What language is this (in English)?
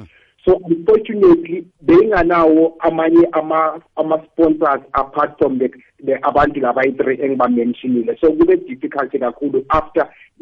South Ndebele